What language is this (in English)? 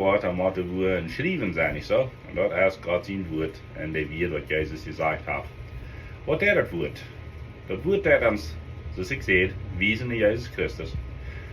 Plautdietsch